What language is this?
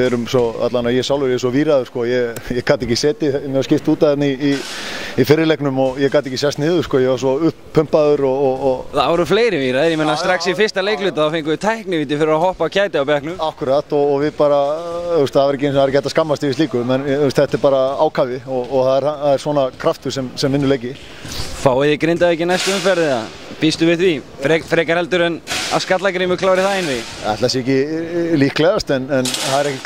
Icelandic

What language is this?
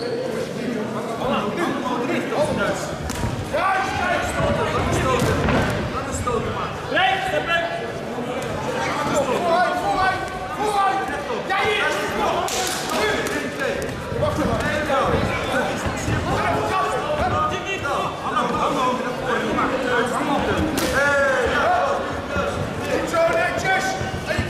Dutch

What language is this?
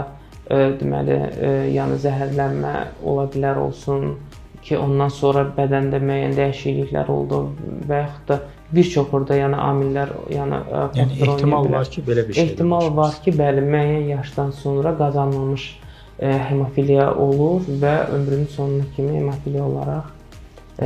Azerbaijani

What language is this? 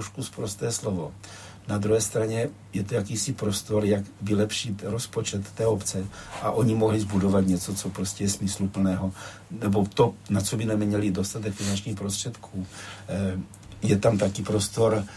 Czech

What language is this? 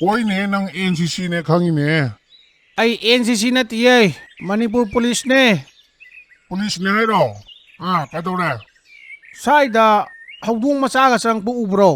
Manipuri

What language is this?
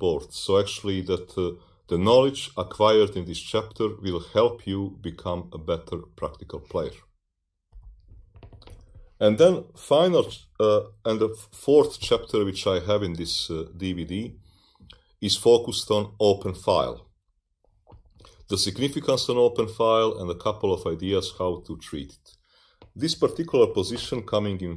English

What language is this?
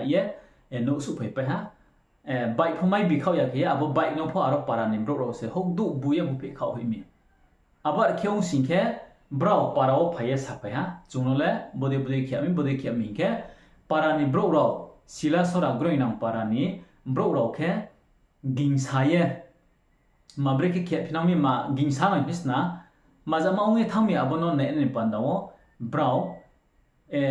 Riang (India)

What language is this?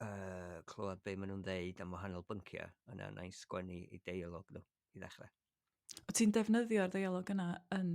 Welsh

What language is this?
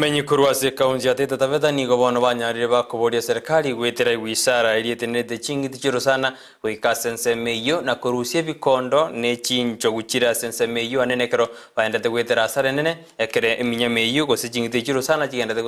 Gusii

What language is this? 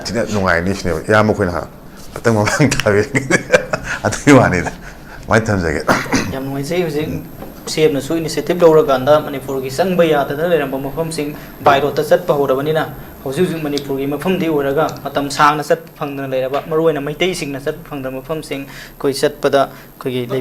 Manipuri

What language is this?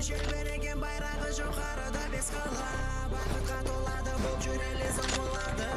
Kara-Kalpak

